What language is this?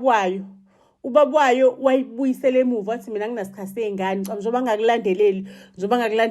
Zulu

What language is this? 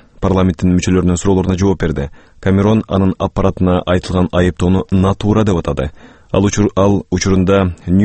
Kyrgyz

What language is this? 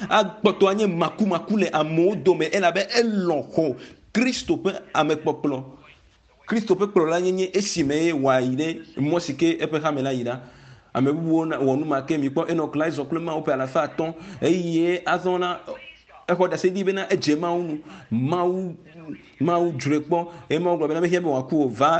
Ewe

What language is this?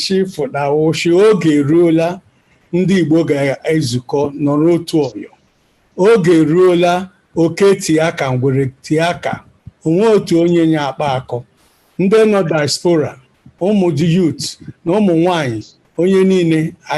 Igbo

